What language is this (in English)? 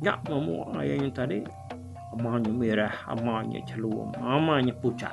Iban